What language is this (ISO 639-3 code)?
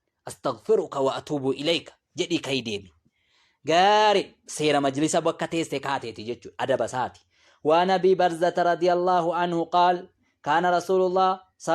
orm